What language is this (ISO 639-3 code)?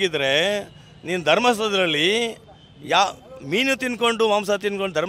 kan